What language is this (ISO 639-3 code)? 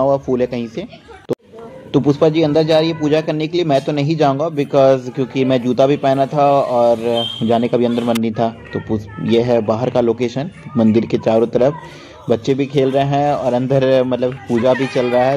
hin